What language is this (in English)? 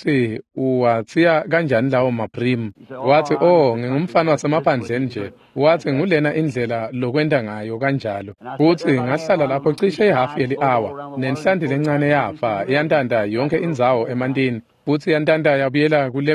Swati